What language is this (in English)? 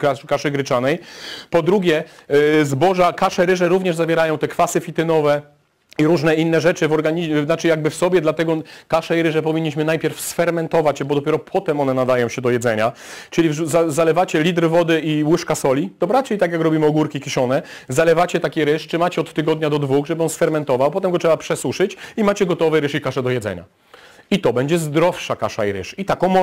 Polish